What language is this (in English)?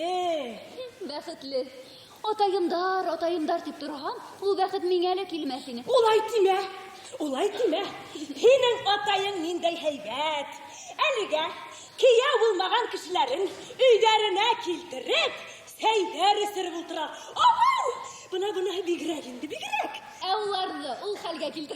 Bashkir